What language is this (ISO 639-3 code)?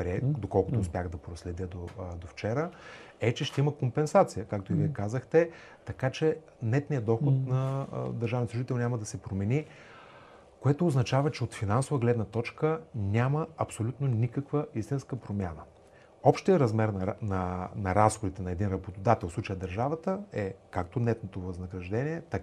bul